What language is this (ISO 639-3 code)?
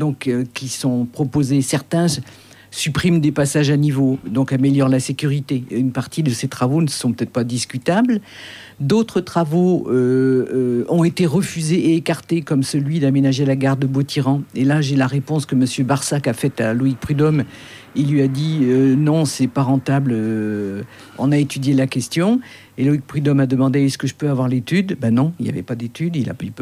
fra